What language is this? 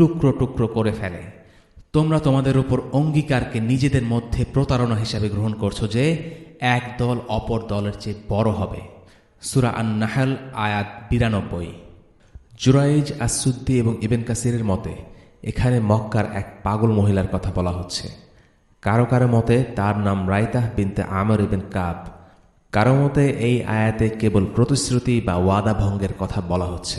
Bangla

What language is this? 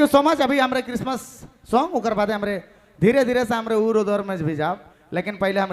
Sadri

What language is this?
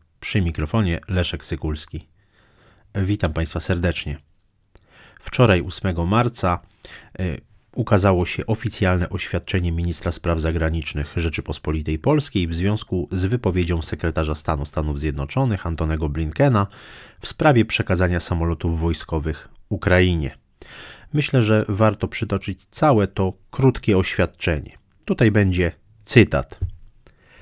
Polish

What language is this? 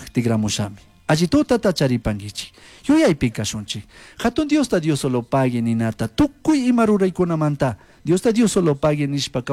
Chimborazo Highland Quichua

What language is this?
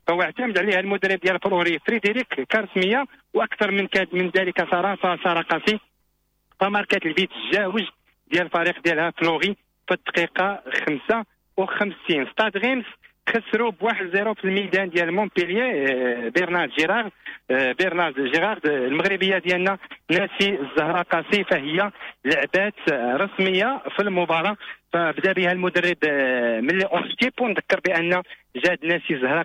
Moroccan Arabic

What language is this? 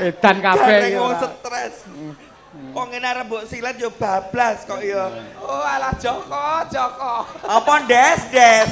Javanese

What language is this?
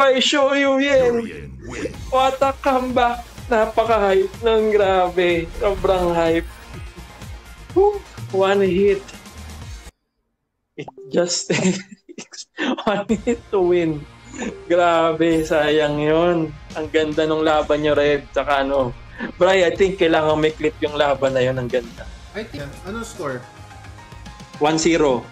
Filipino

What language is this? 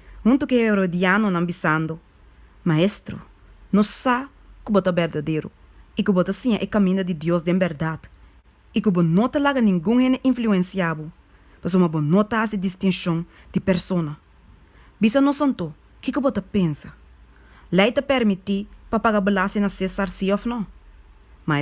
Papiamento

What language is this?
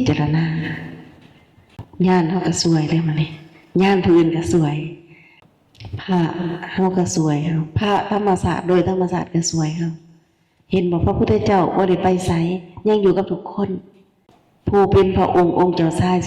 Lao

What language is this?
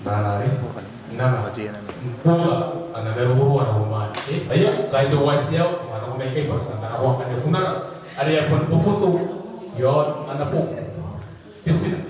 Gilbertese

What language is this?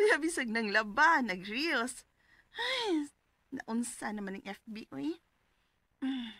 Cebuano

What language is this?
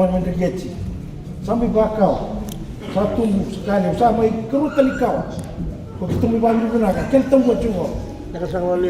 Fijian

